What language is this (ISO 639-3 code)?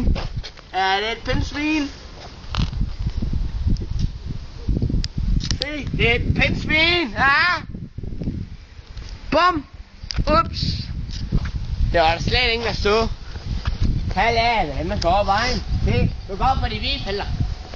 dan